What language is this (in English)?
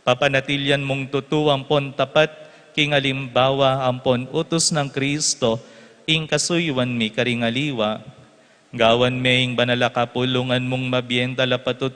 Pampanga